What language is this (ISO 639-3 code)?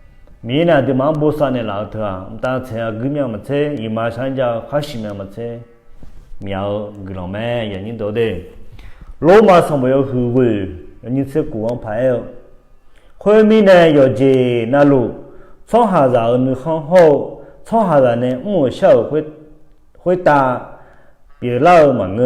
ahk